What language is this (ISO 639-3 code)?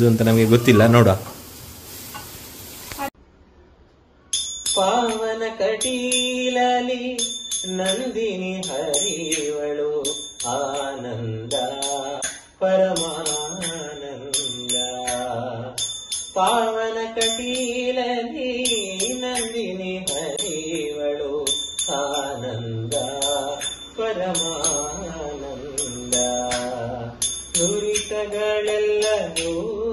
kan